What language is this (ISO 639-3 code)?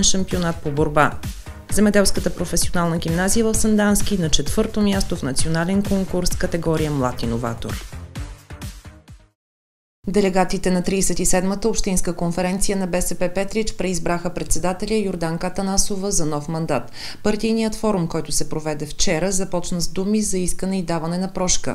bul